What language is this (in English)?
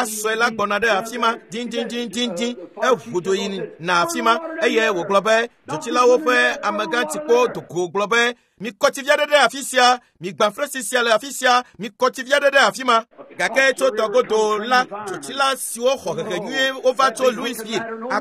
Ewe